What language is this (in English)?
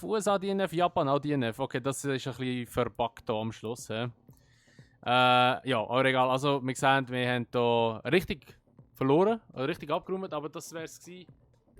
Swiss German